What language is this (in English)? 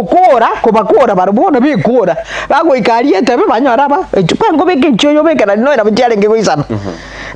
Gusii